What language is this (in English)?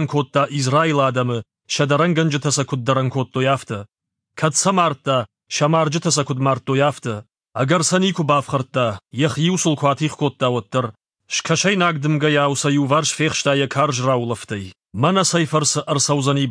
Ossetic